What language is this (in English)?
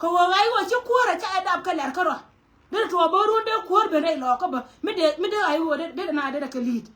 Nuer